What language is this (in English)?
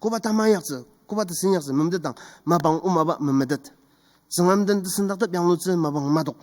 Ao Naga